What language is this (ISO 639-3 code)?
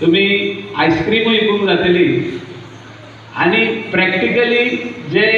kok